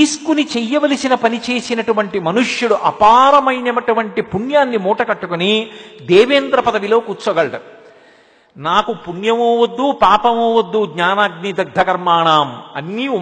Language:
Telugu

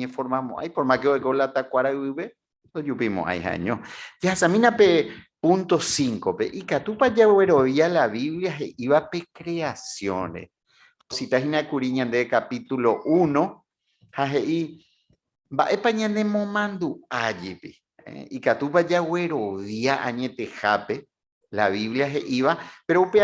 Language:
Guarani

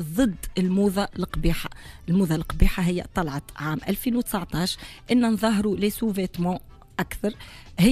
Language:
Tunisian Arabic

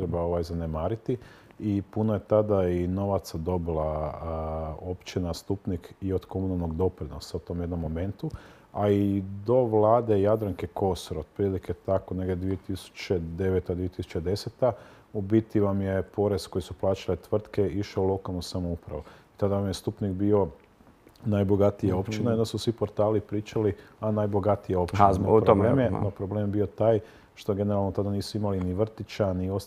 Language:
Croatian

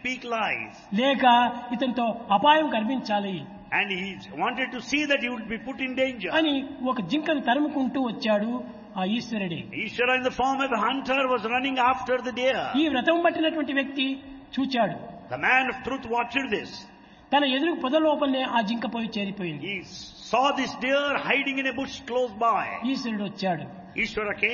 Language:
Telugu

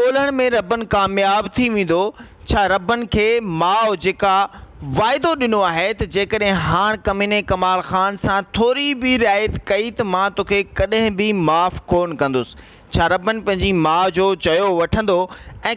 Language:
Sindhi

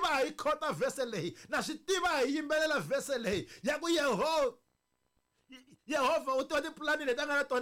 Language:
Tsonga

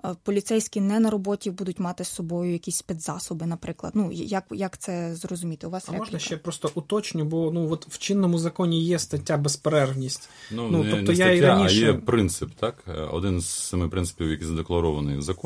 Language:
Ukrainian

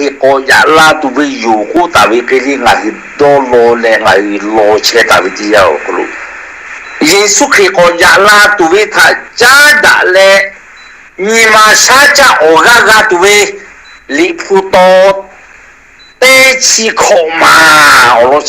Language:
Lahu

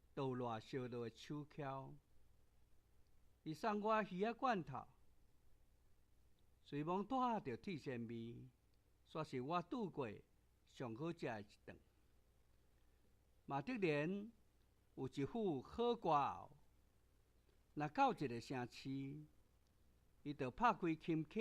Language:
Min Nan Chinese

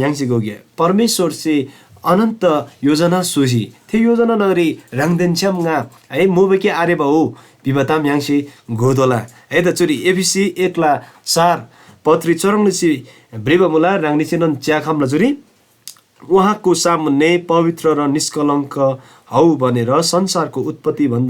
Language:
Eastern Tamang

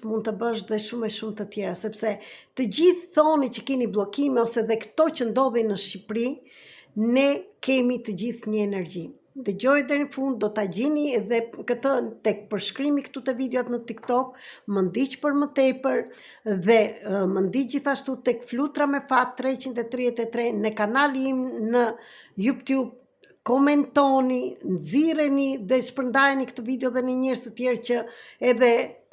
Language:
Albanian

